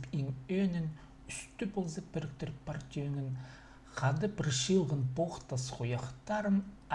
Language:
Khakas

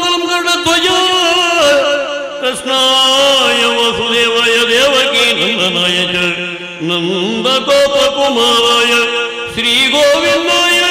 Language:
Kannada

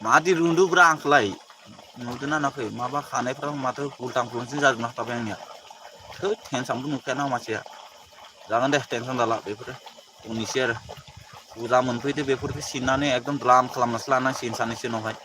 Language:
Bodo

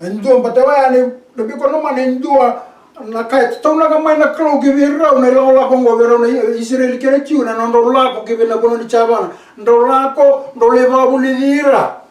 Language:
Fijian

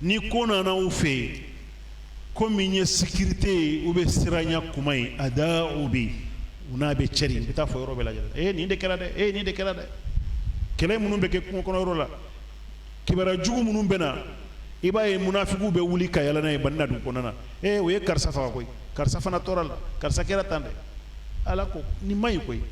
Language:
Bambara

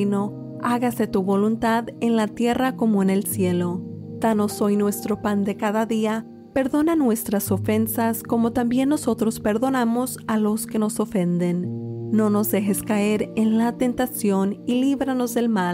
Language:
Spanish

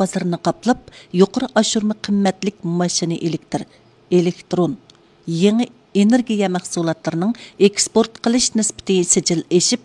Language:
Uyghur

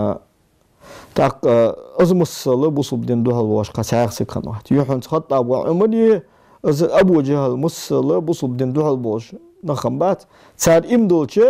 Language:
Ingush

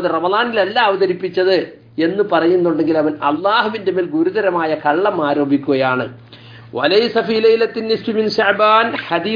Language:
Malayalam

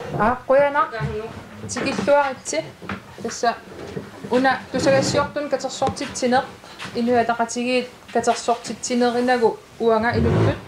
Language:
Kalaallisut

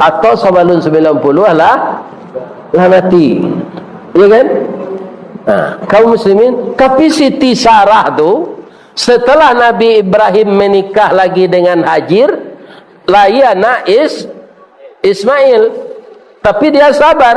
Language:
Minangkabau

